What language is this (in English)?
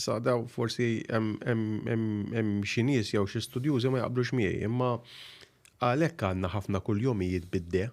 Maltese